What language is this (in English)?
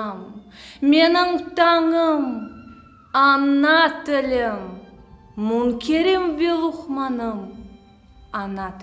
Crimean Tatar